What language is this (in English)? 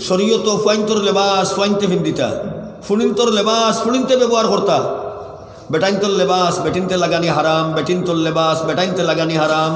Sylheti